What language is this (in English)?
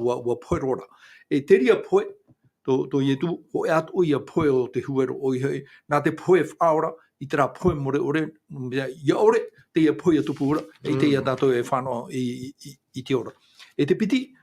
Tahitian